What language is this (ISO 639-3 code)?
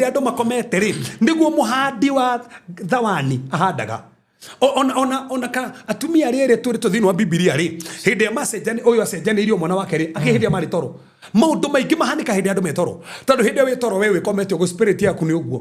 kik